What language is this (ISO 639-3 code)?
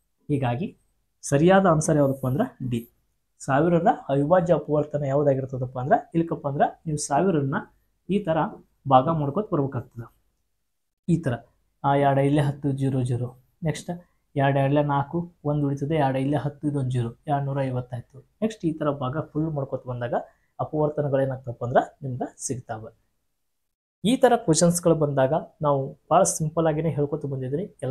kan